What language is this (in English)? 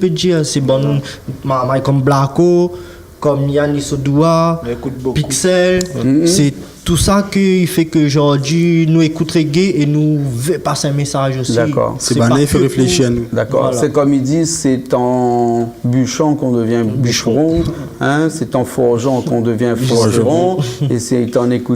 Réunion Creole French